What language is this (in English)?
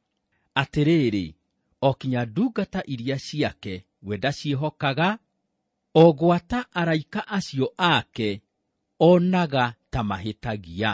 Kikuyu